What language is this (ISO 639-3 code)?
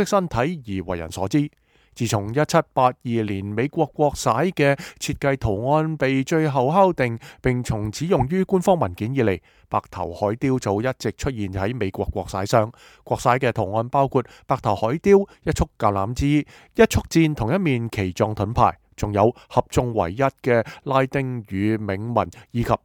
yue